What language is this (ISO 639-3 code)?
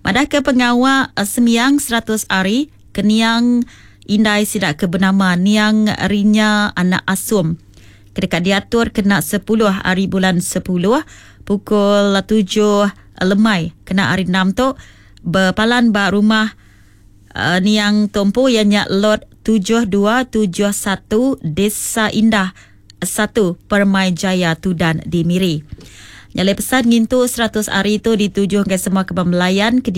iba